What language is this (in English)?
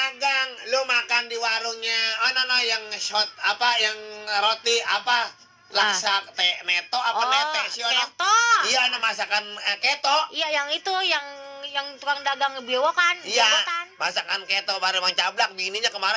Betawi